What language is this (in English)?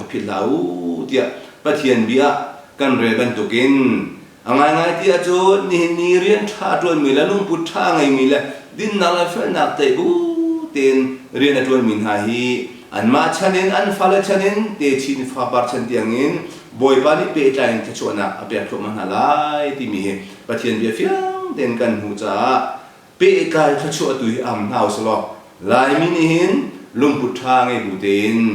Hakha Chin